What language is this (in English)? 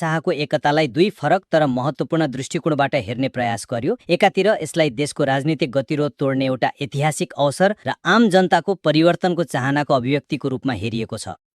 Nepali